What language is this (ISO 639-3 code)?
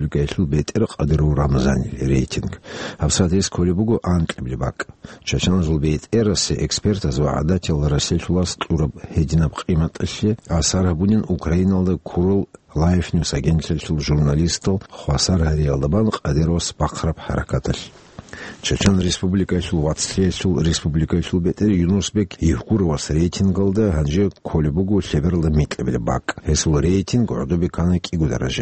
ava